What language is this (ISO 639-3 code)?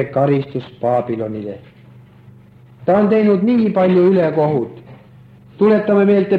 est